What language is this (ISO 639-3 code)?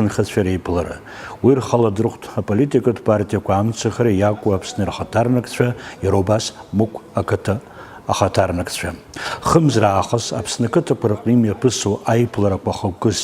abk